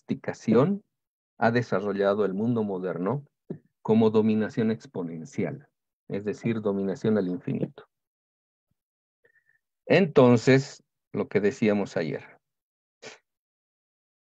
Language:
Spanish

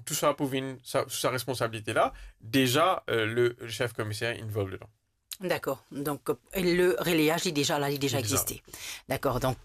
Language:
Morisyen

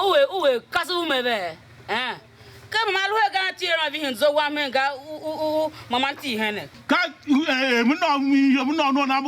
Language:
Tiv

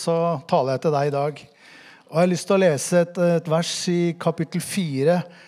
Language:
Norwegian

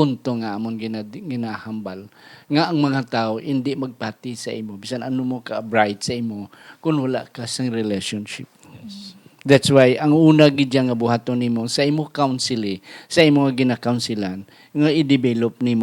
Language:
Hiligaynon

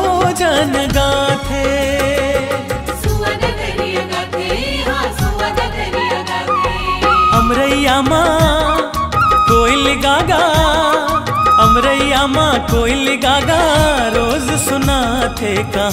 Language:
Chhattisgarhi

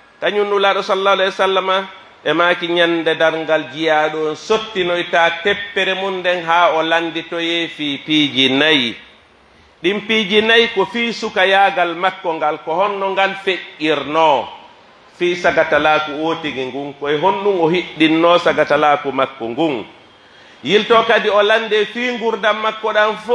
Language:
Pular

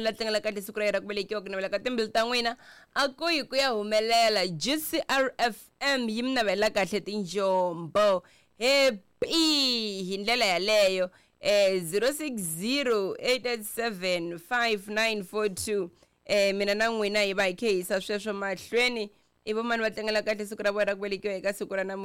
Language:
Tsonga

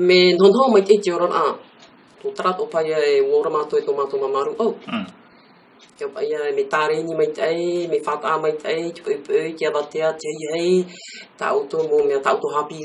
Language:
Tahitian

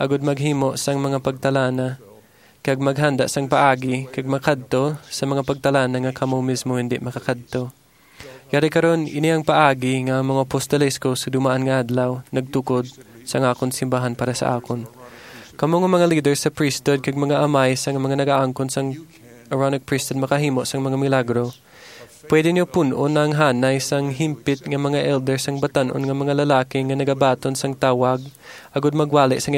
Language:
Hiligaynon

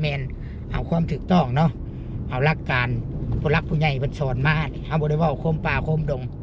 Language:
Lao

